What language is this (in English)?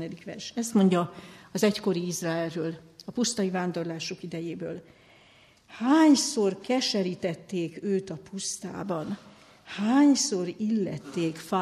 Hungarian